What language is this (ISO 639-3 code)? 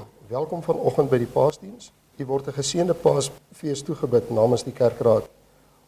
afr